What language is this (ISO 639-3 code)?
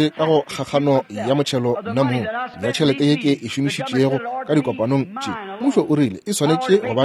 nso